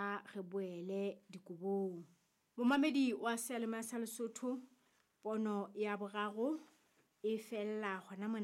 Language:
Southern Sotho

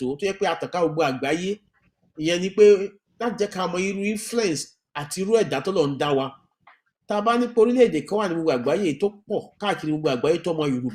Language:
Yoruba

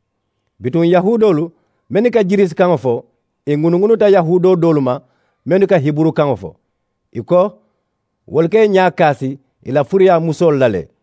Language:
Mandingo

